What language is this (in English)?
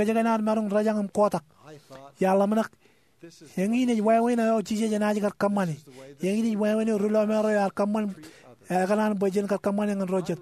Marshallese